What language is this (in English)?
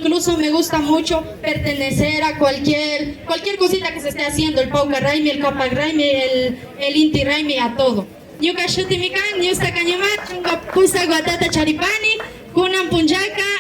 Imbabura Highland Quichua